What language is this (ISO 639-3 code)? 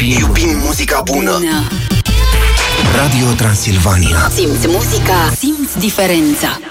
ron